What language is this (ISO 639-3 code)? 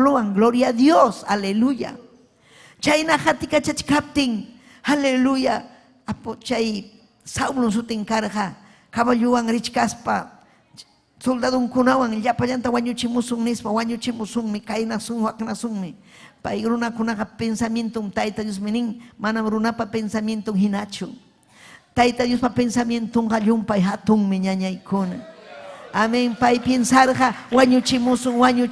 quy